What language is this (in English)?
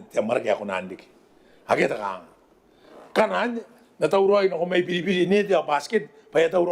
Gilbertese